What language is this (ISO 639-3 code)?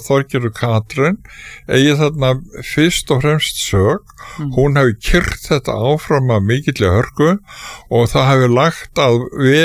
isl